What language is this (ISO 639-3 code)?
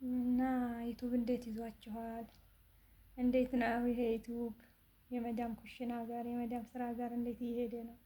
amh